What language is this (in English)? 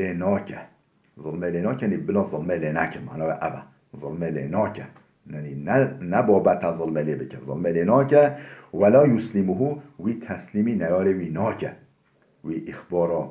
Kurdish